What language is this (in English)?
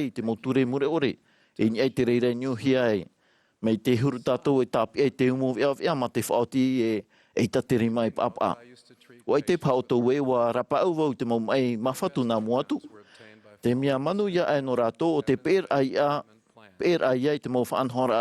Tahitian